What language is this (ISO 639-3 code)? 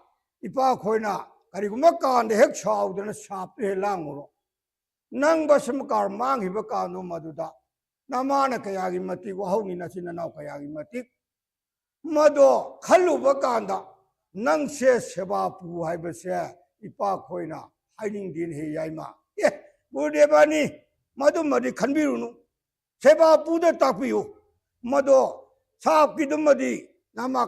mni